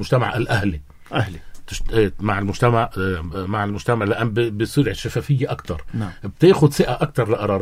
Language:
North Levantine Arabic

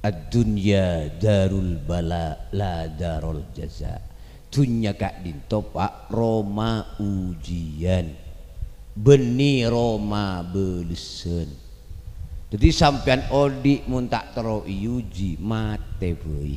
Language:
Madurese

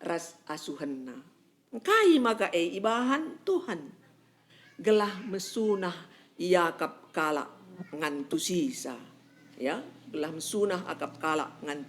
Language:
Batak Karo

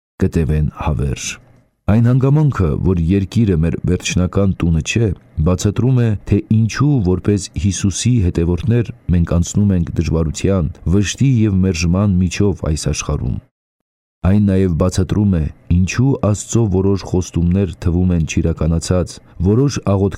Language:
Armenian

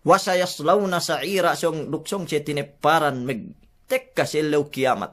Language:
Yakan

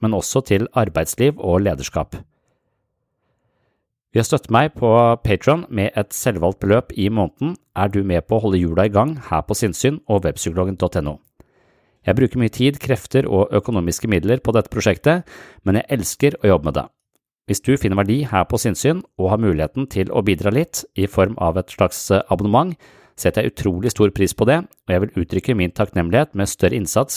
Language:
Norwegian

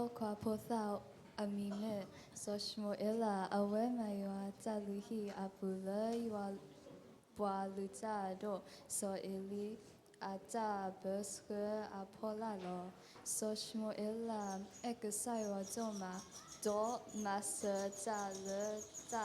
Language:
S'gaw Karen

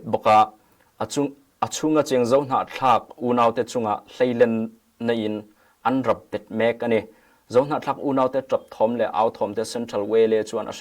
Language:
Hakha Chin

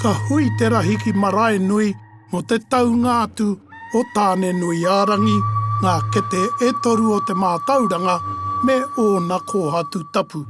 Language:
Māori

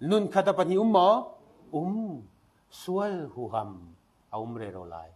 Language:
Falam Chin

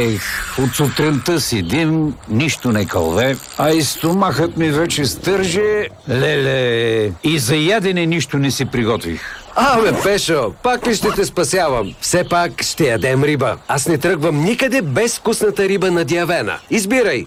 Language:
Bulgarian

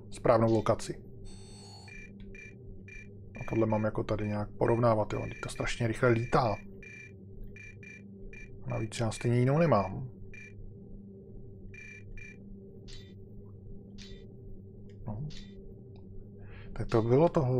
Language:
Czech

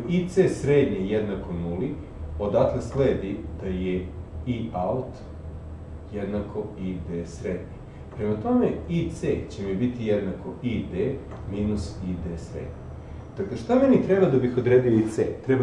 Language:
Serbian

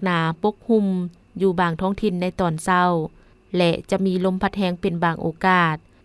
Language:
Lao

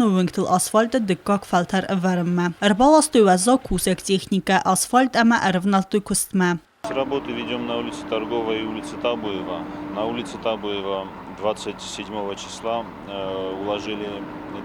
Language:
Ossetic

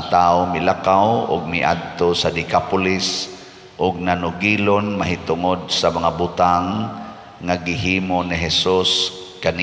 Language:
Cebuano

